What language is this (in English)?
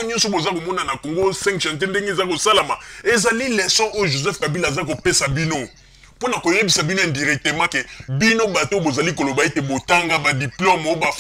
Lingala